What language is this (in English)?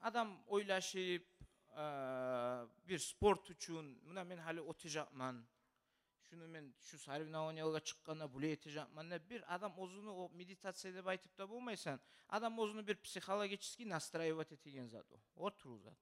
Kumyk